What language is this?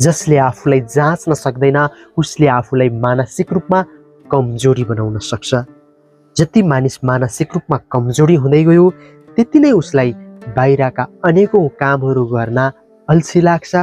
Nepali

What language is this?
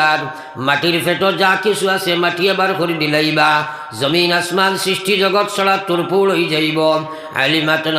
Sylheti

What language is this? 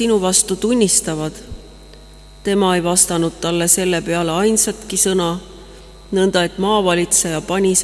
Estonian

